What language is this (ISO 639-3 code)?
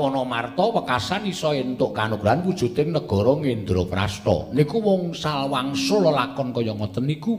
jav